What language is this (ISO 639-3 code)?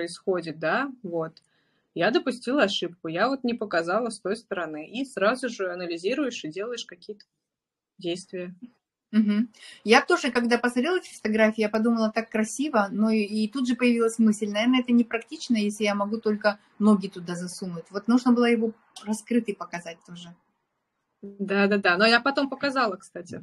rus